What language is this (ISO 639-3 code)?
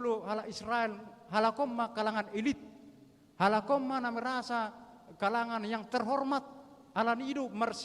bbc